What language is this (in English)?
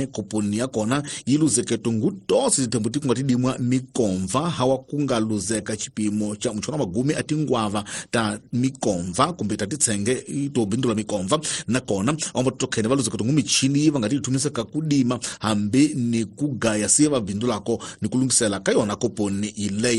Tsonga